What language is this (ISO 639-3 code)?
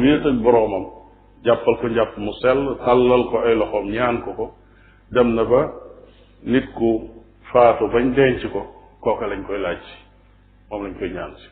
wol